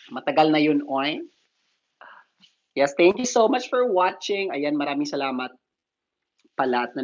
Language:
Filipino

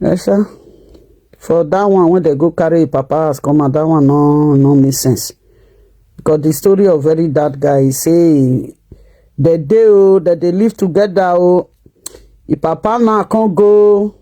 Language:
Nigerian Pidgin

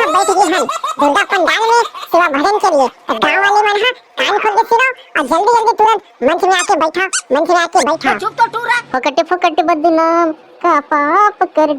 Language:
Chhattisgarhi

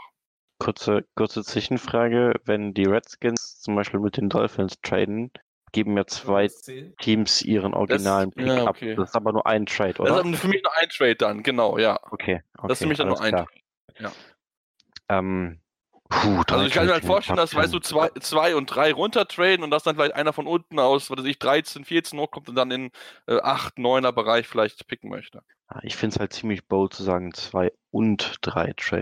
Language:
German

